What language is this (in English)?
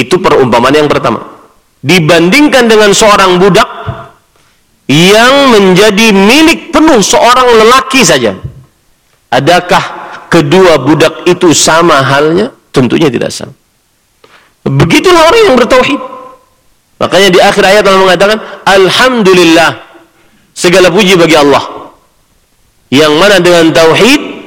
Indonesian